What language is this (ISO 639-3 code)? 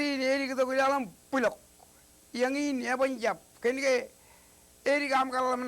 mah